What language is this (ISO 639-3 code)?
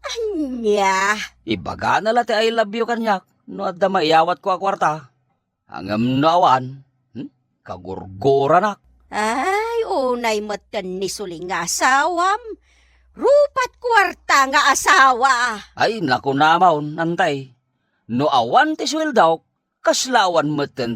ilo